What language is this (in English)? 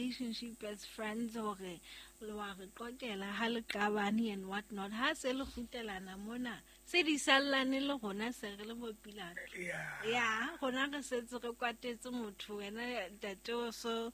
Southern Sotho